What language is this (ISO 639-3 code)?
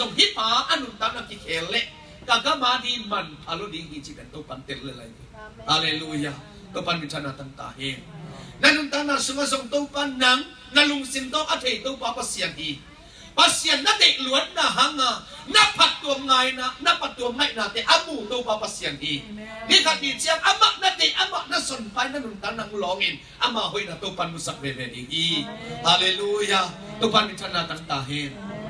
ctd